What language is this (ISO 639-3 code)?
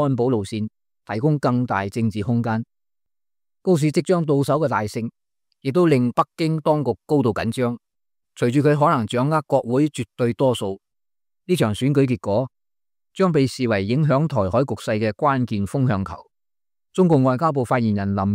yue